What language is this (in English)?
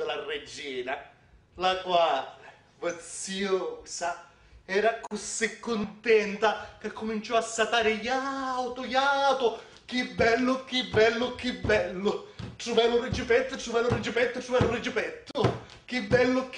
Sicilian